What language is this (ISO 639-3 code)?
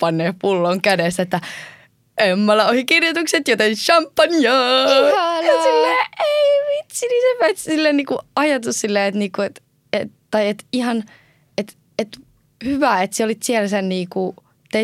fin